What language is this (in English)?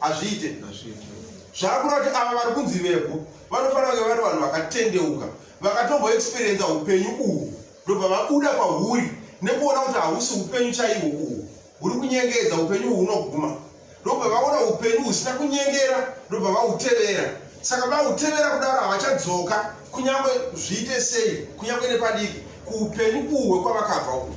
Shona